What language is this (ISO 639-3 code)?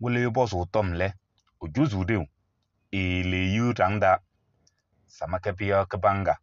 kbp